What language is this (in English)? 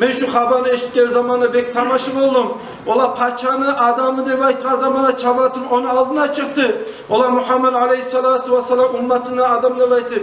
Kumyk